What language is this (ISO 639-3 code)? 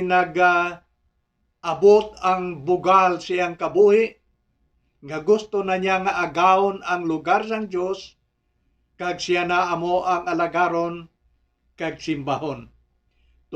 hil